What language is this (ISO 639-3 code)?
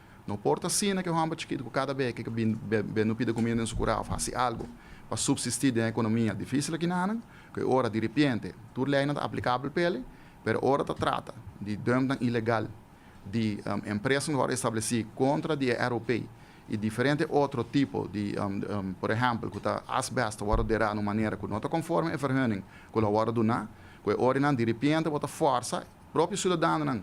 pap